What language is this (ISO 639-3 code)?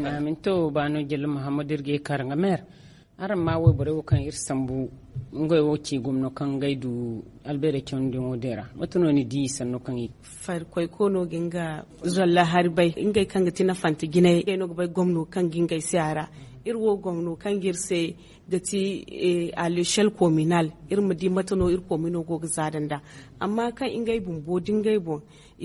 dje